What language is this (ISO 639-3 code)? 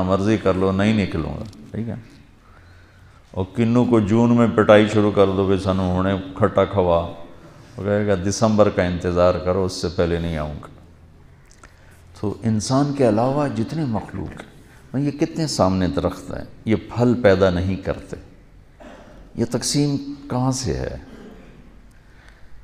urd